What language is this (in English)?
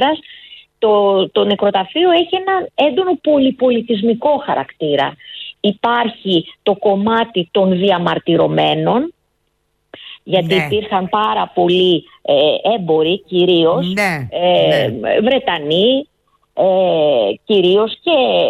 Greek